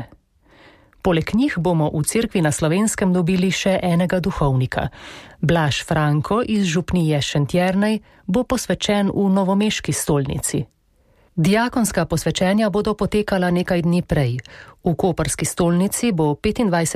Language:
Slovenian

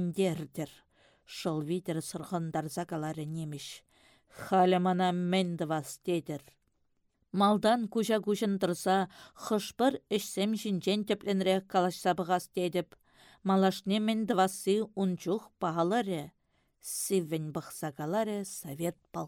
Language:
Chuvash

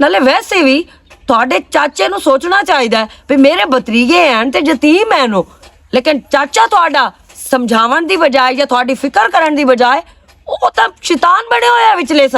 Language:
Western Panjabi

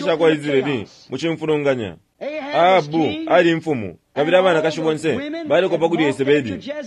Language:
Bemba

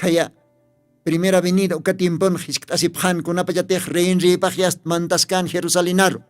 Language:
Aymara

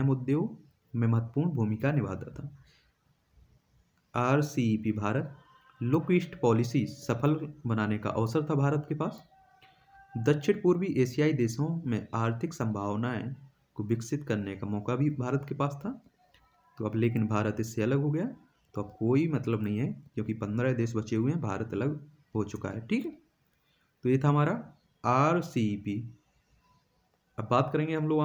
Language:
Hindi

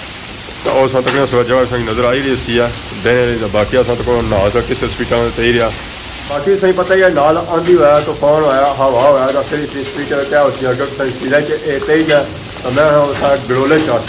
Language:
Pahari-Potwari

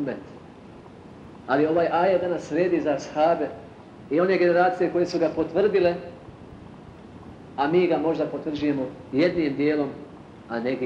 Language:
Bosnian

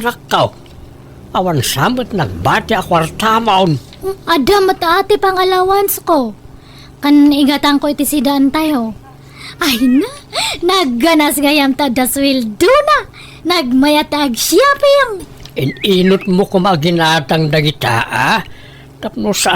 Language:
Iloko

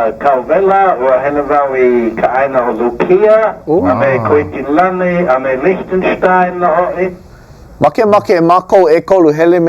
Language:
Hawaiian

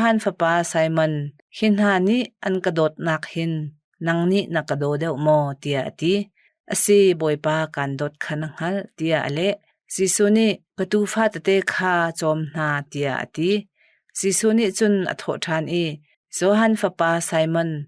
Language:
Hakha Chin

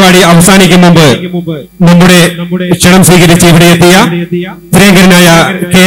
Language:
Malayalam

